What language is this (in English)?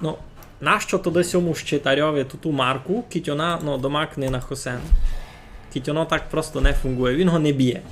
Rusyn